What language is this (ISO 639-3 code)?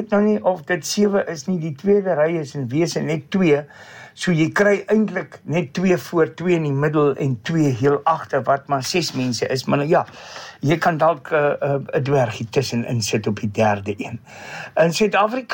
afr